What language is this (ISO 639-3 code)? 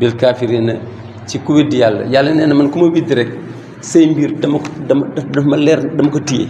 wol